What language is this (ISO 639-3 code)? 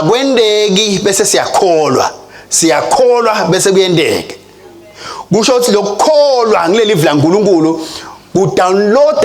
ssw